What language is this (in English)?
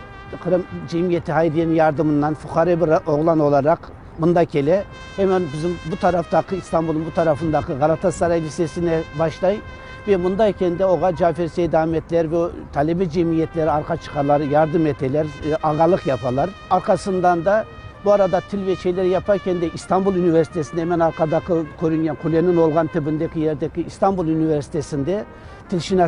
Crimean Tatar